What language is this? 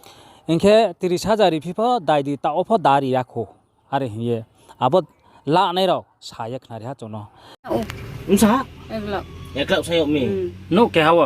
Riang (India)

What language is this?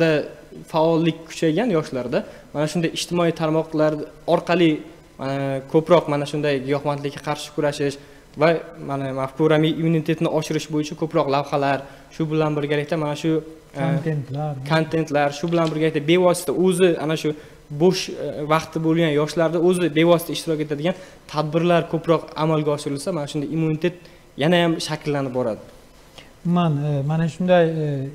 Uzbek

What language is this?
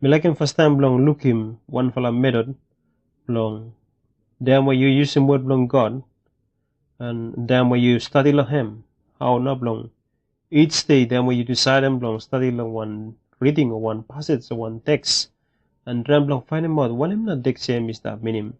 Bislama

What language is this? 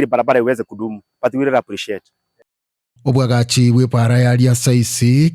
Gusii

